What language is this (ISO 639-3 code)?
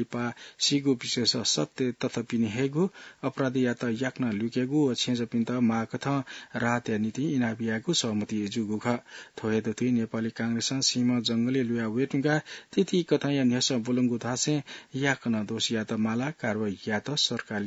new